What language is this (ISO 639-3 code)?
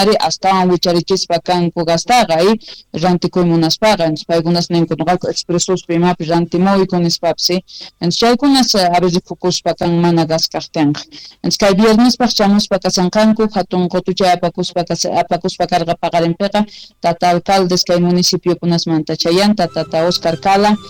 que